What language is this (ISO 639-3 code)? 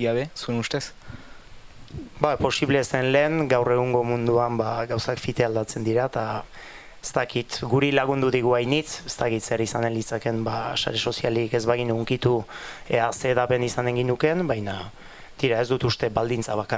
eus